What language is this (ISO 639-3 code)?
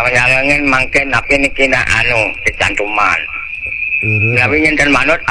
ban